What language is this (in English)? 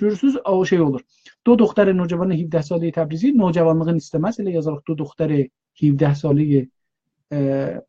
South Azerbaijani